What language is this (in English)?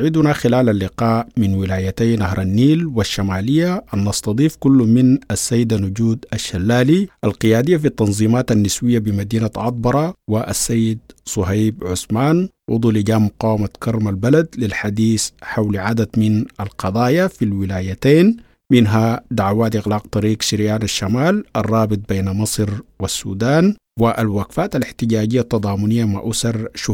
Sudanese Arabic